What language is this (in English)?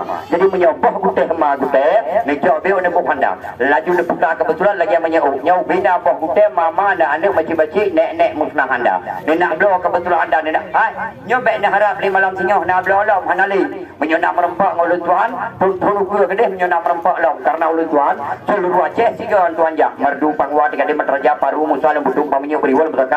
Achinese